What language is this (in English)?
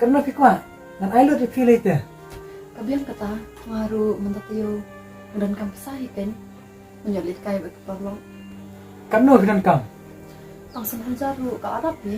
Khasi